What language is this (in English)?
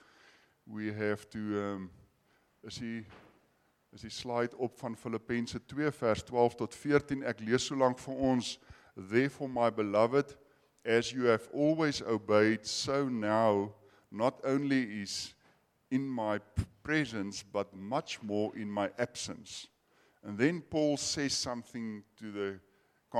Afrikaans